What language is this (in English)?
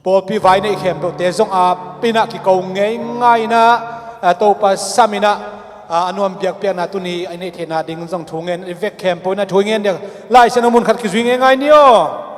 Tedim Chin